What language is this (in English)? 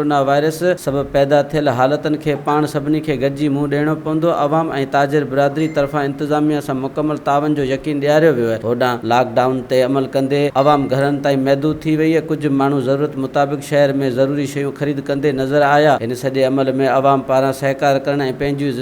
Sindhi